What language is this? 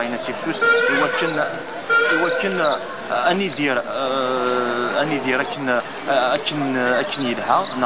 Kabyle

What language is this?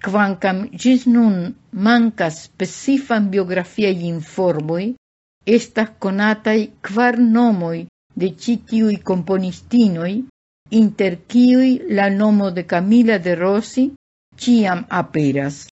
Esperanto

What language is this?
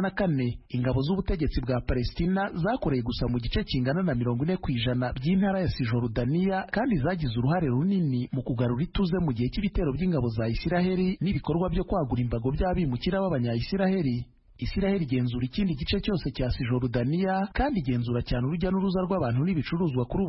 Kinyarwanda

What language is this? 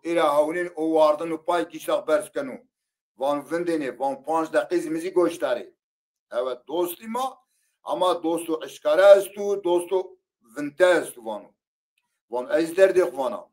Zaza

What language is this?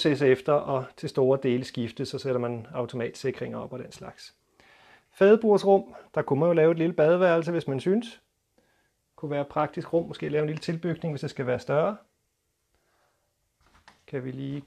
Danish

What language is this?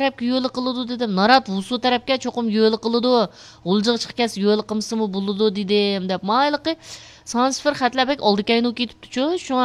Uyghur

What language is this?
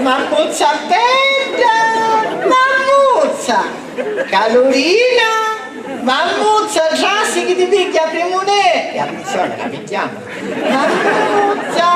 Sicilian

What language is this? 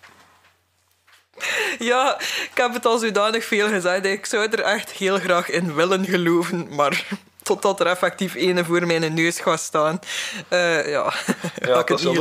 Dutch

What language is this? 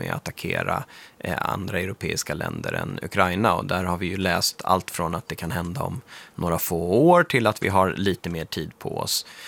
Swedish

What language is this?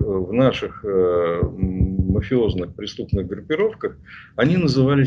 Russian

